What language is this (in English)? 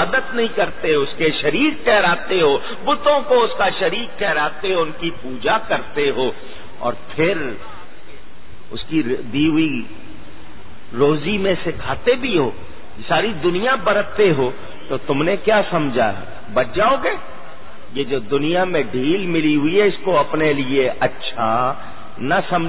Urdu